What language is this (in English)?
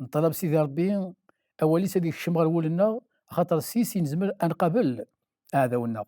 Kabyle